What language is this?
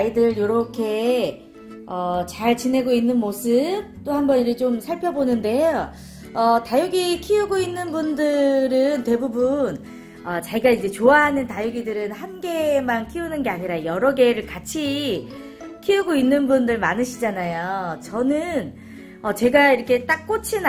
Korean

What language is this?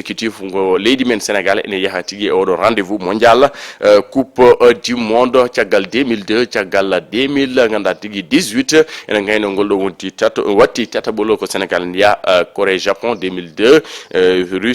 Fula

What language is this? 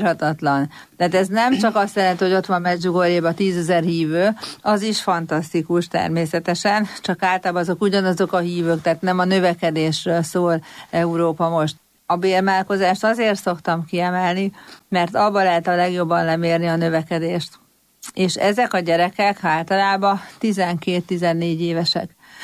Hungarian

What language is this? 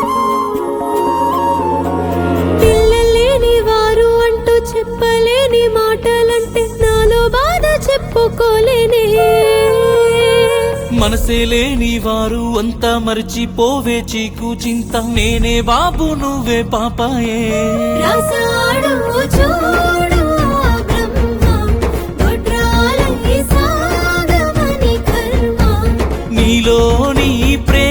Telugu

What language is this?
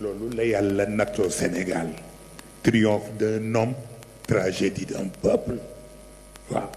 Wolof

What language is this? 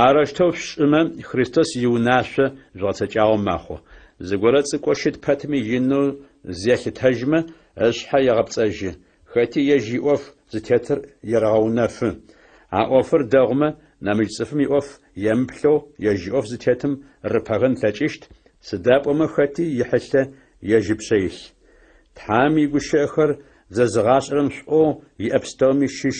Adyghe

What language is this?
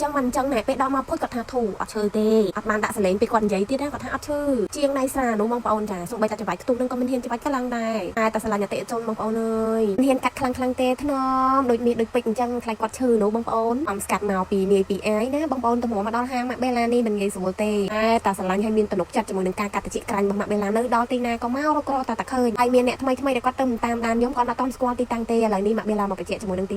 Khmer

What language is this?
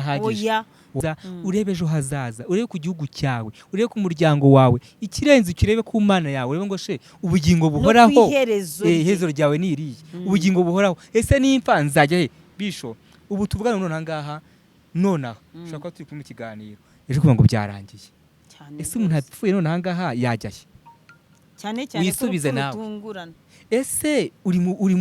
Kinyarwanda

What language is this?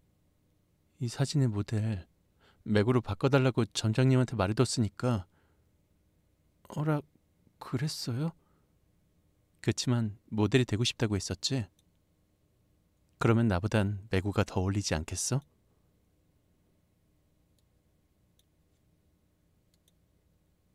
Korean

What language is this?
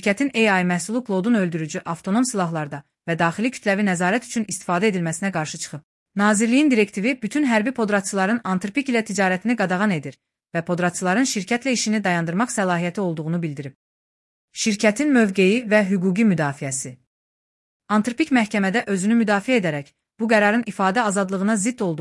Azerbaijani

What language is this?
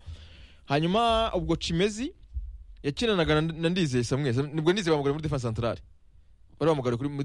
Kinyarwanda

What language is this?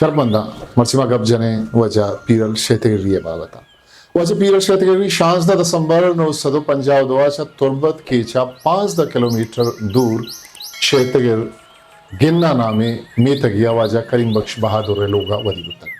Eastern Balochi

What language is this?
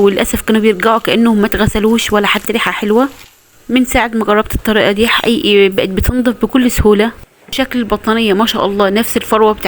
Egyptian Arabic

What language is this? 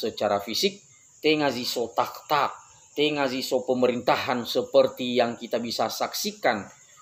Nias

